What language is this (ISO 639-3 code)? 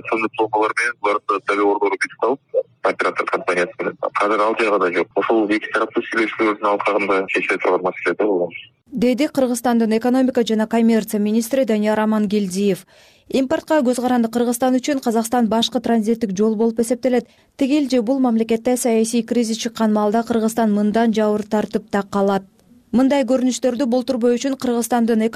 kir